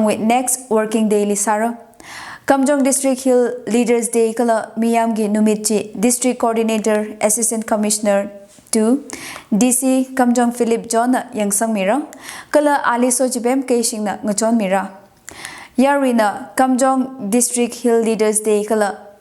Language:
Tangkhul Naga (India)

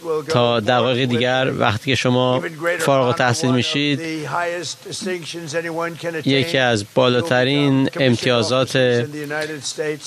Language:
Persian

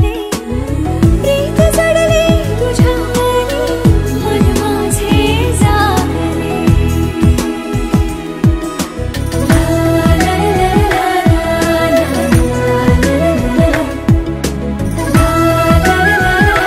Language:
Marathi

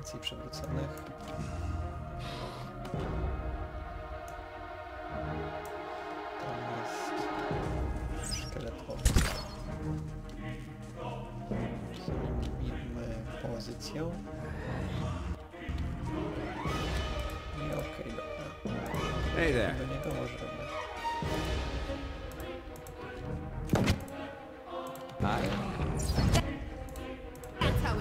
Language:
Polish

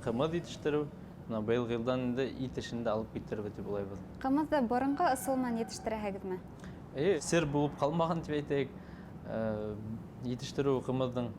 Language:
Bashkir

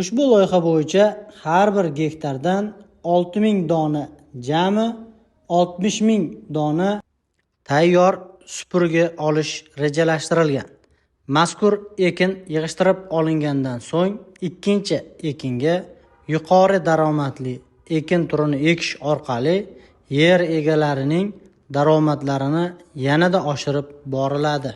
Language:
Uzbek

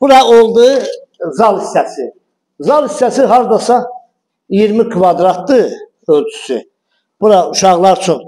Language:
Azerbaijani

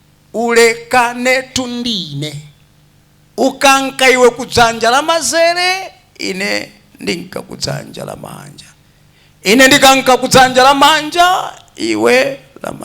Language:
Nyanja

